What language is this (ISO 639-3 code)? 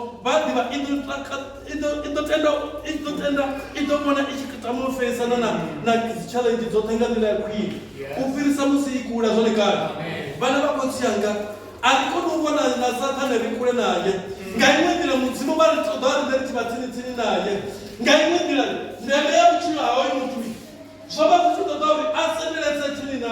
ven